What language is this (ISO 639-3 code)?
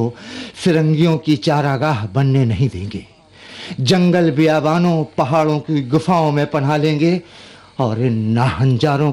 urd